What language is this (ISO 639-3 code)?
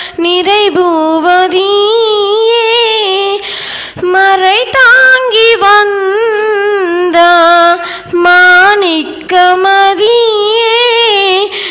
tam